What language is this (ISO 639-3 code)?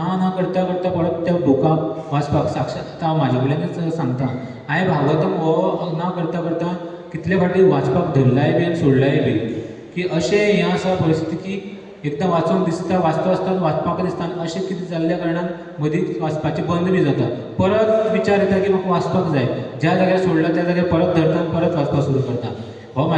kok